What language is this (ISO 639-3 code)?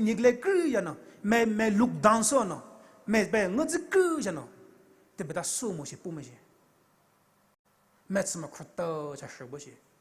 pmx